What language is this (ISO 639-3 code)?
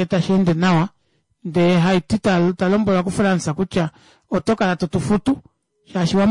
kua